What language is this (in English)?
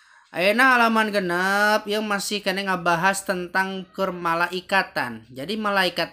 Sundanese